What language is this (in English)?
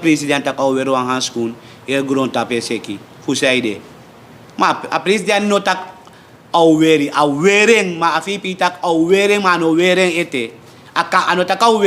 Sranan Tongo